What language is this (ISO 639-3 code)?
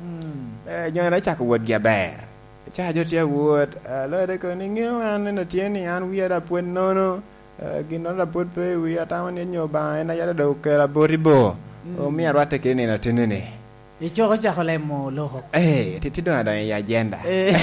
laj